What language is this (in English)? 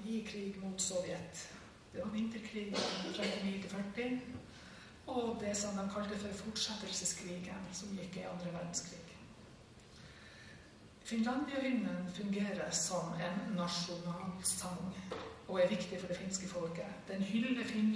Norwegian